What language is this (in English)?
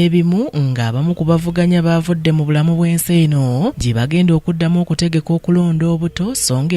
Ganda